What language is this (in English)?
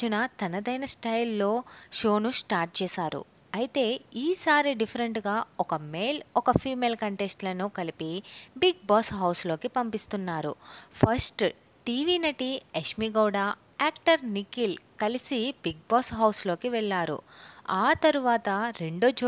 Telugu